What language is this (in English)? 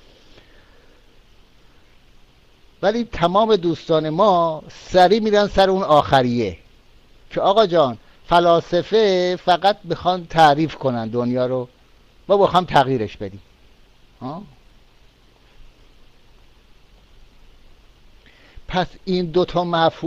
Persian